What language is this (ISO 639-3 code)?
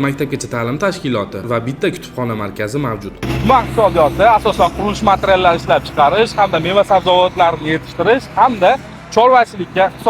uzb